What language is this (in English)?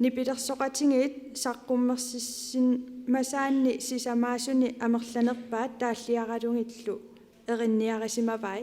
Kalaallisut